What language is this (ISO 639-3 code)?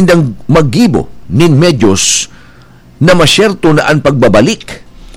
bik